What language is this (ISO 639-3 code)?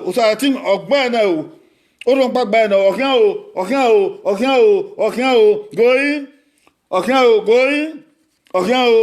bin